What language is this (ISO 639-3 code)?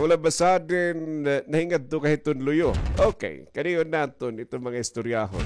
war